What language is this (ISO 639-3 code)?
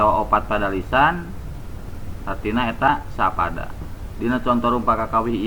sun